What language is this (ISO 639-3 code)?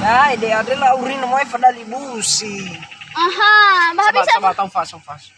nia